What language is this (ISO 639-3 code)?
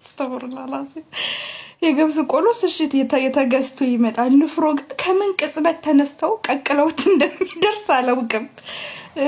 amh